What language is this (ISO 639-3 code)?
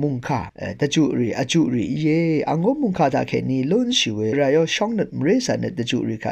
raw